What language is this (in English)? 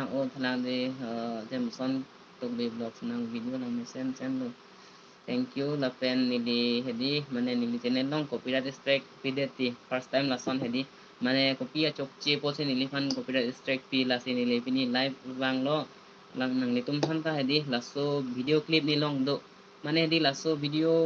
Karbi